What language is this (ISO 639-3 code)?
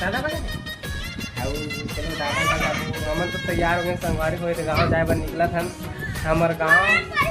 hne